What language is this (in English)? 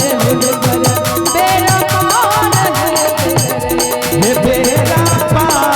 Maithili